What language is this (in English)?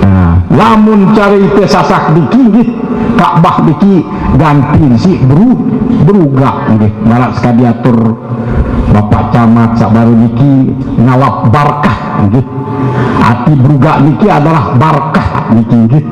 Sasak